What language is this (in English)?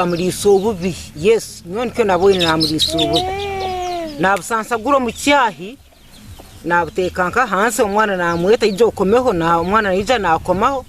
Nyankole